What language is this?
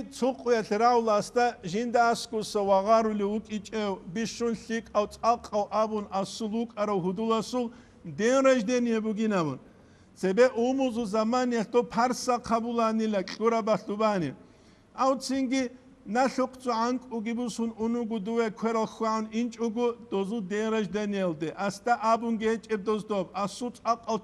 Avaric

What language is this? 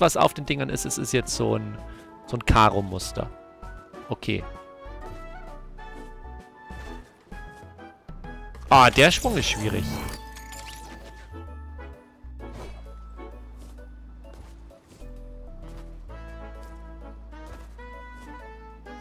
German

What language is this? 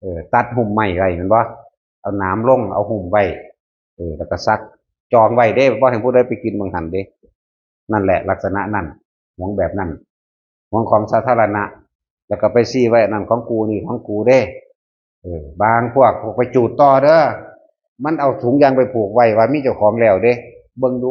Northeastern Thai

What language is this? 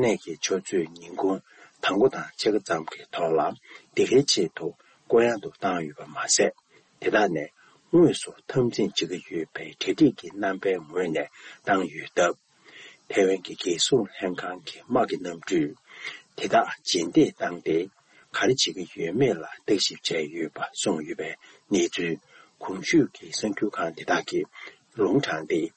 Tibetan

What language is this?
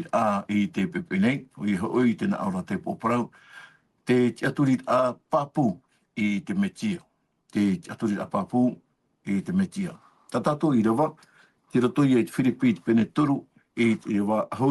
Tahitian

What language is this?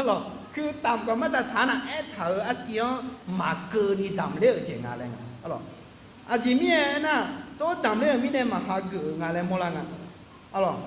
Akha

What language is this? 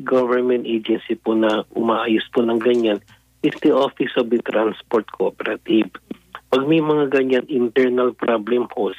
Filipino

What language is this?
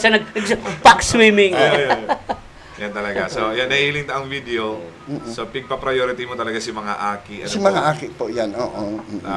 Bikol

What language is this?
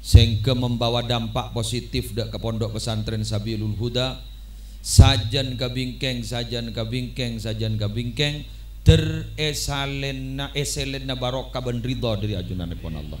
Madurese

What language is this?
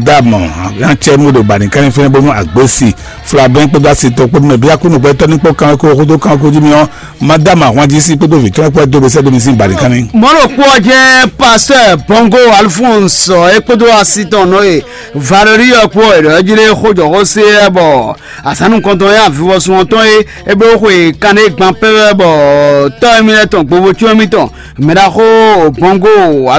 Fon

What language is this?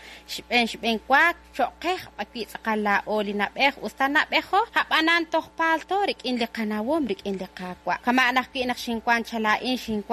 Kekchí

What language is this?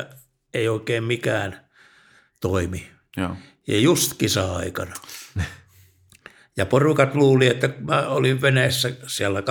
Finnish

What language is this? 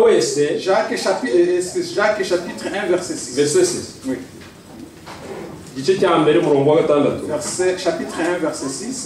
Kinyarwanda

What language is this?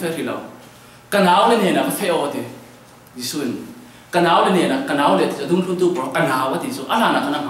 Falam Chin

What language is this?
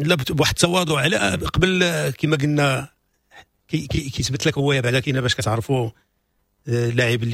Moroccan Arabic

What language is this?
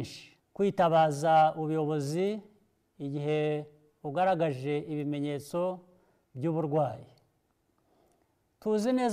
Kinyarwanda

